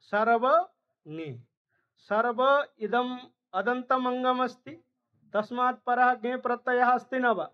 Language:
Sanskrit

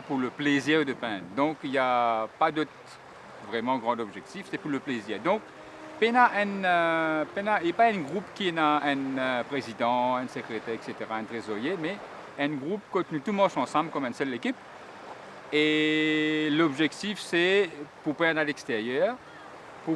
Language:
Morisyen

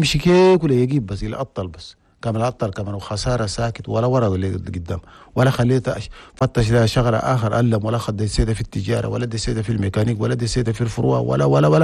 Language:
Chadian Arabic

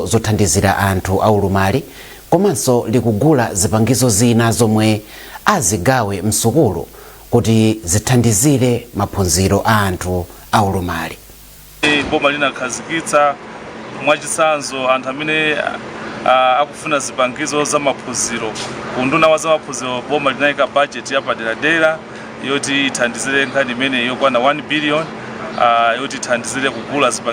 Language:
Nyanja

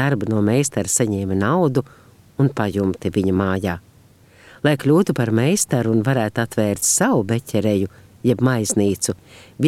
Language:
Latvian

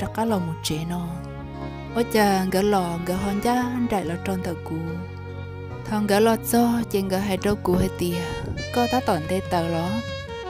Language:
Hmong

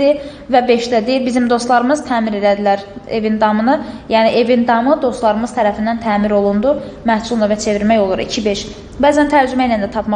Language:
Azerbaijani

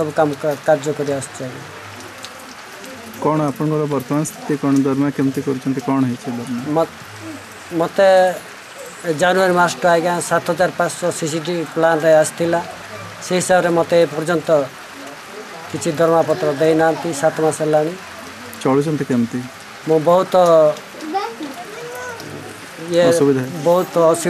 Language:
Odia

